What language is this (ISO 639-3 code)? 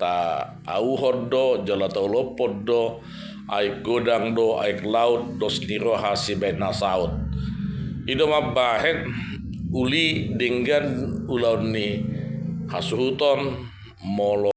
bbc